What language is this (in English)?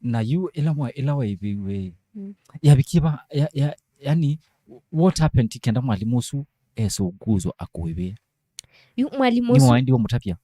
Kamba